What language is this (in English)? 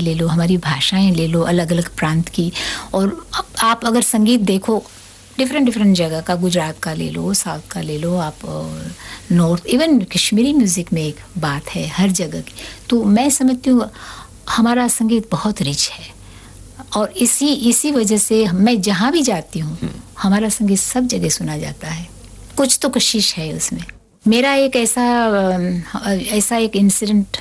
Hindi